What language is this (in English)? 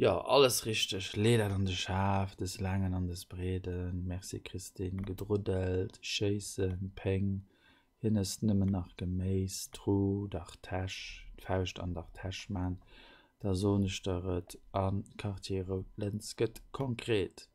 Luxembourgish